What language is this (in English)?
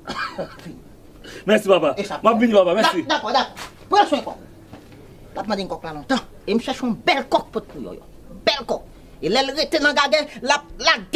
Haitian Creole